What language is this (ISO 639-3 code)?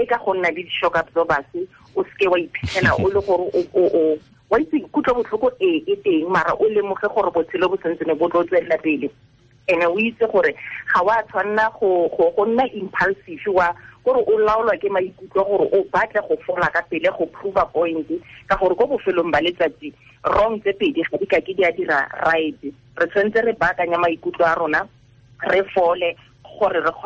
tsn